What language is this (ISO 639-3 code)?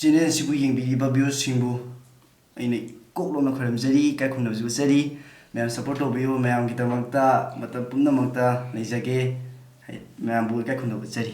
mni